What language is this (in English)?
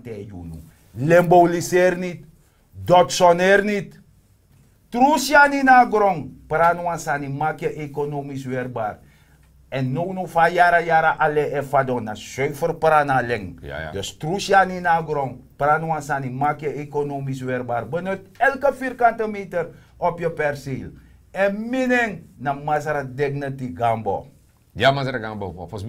Sranan Tongo